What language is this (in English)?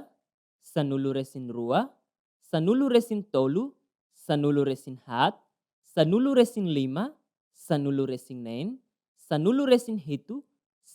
Tetum